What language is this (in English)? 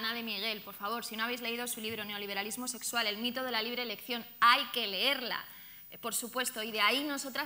Spanish